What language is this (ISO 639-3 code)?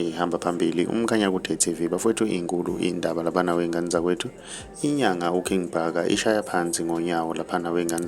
zul